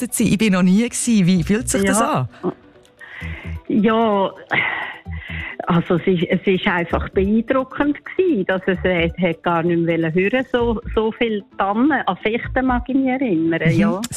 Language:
German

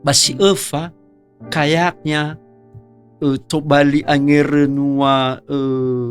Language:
Nias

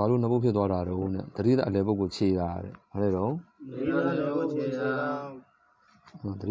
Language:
Burmese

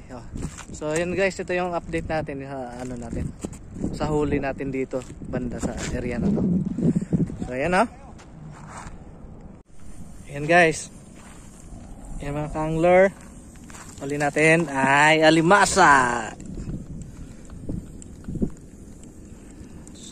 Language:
Filipino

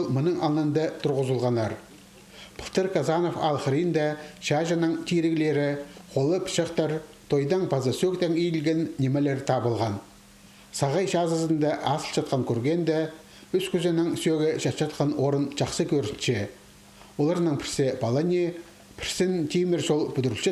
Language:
Khakas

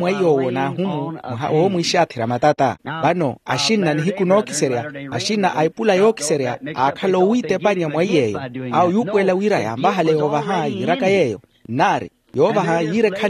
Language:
Makhuwa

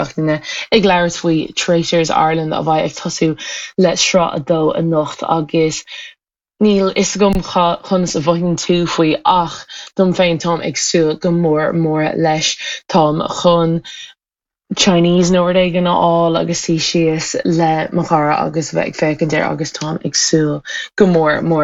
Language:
Irish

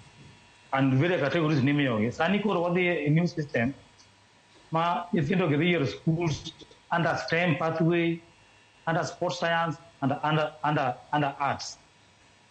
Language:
Luo (Kenya and Tanzania)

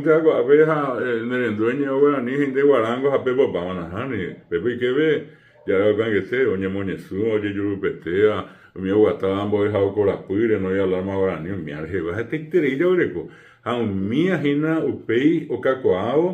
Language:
Guarani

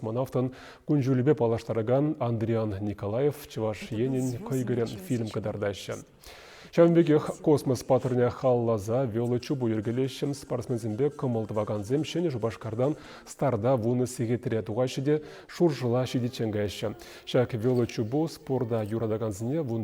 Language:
Chuvash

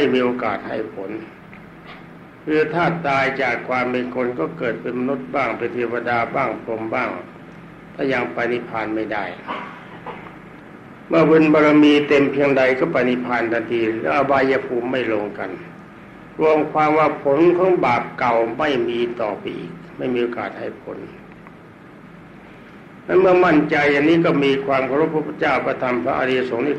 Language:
Thai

